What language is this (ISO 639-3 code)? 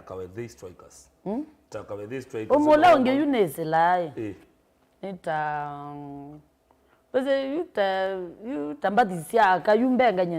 kam